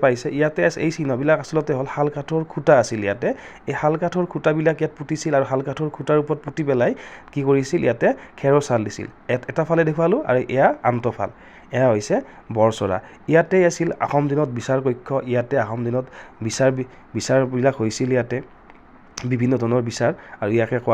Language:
Assamese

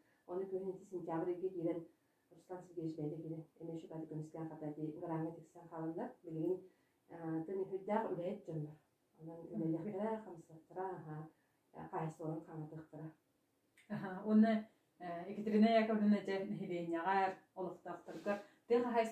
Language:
Yakut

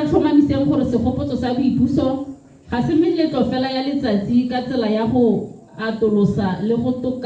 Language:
Tswana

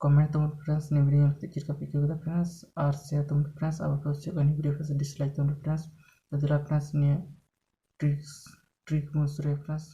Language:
Santali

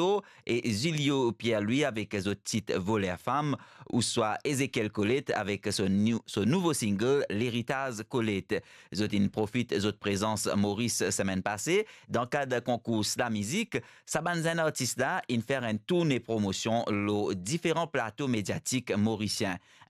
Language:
Morisyen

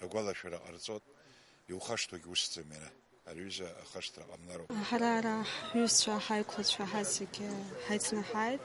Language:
Abkhazian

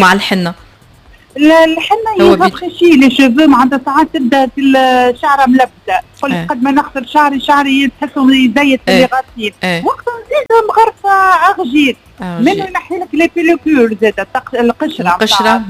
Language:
Tunisian Arabic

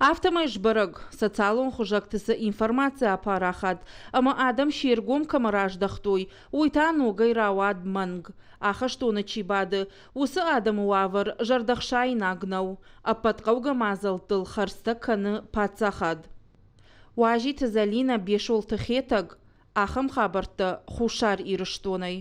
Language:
Ossetic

